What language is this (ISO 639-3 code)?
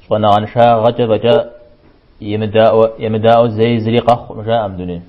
kbd